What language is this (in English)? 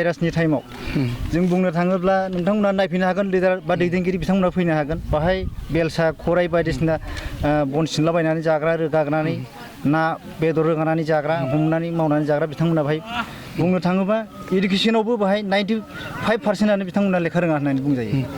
Bodo